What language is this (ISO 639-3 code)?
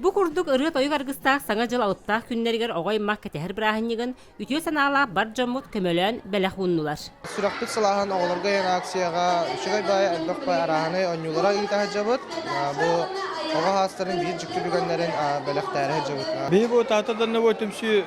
sah